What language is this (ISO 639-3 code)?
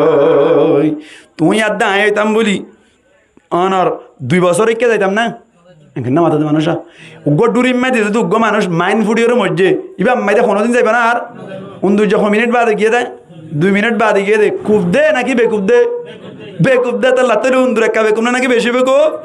rhg